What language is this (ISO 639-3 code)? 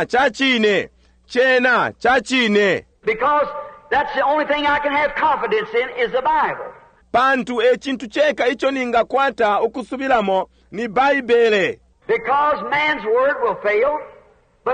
bem